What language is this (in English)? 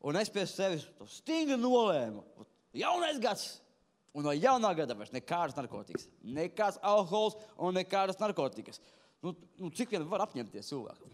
Latvian